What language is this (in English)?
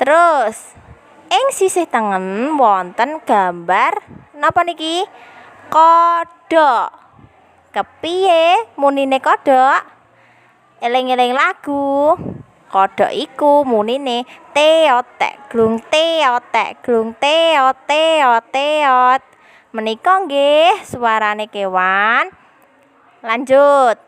Javanese